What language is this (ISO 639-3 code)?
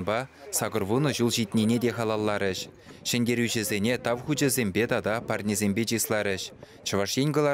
chv